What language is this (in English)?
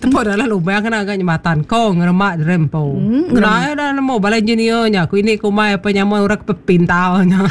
Iban